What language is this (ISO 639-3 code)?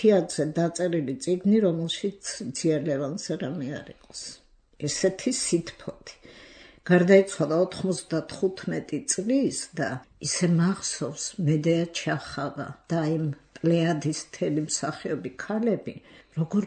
kat